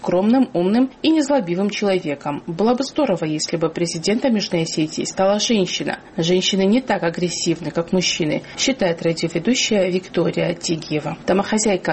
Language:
Russian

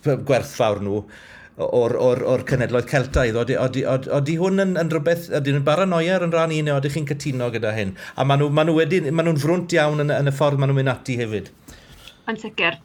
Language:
Welsh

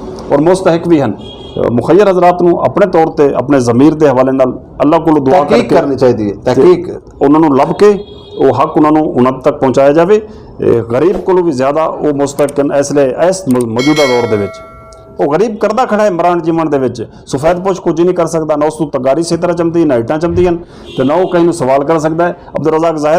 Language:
Western Panjabi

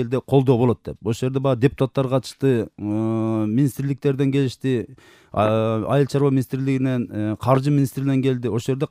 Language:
Kyrgyz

